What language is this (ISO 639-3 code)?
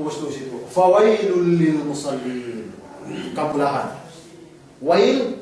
yka